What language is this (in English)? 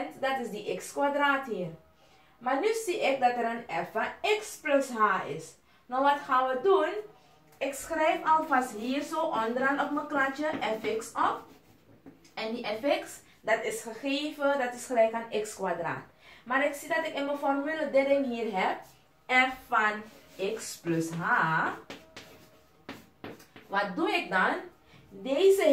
Dutch